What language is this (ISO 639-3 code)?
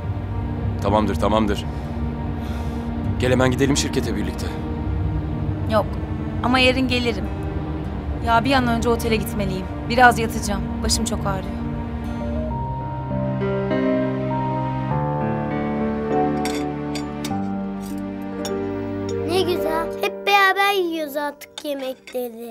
tur